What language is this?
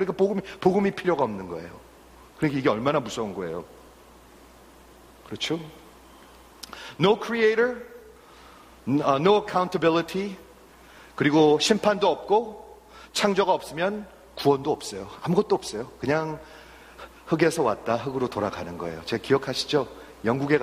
Korean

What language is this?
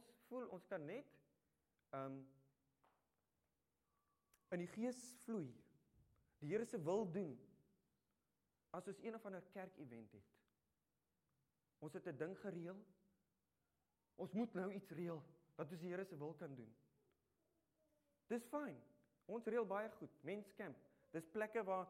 Afrikaans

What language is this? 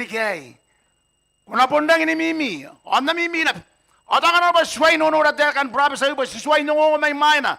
Gilbertese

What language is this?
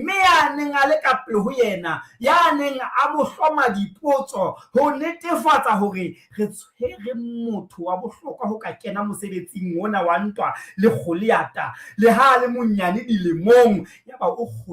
Southern Sotho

